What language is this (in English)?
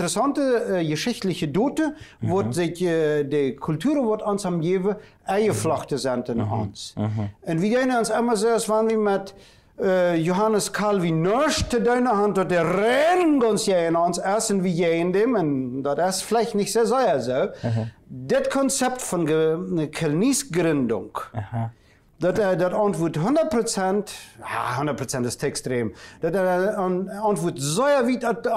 German